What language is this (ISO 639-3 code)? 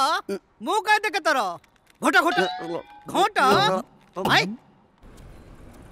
bho